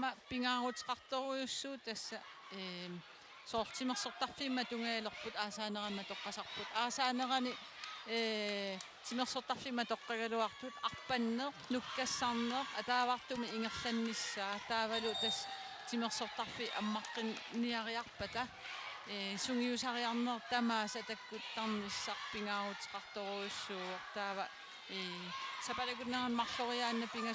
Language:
Kalaallisut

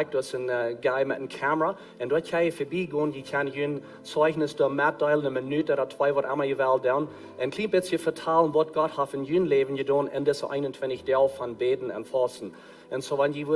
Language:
Plautdietsch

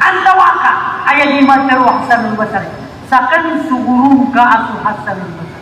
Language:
Maranao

